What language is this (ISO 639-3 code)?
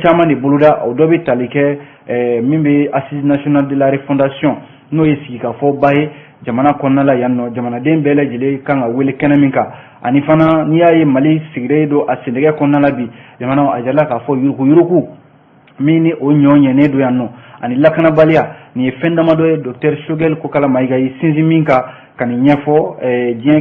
bam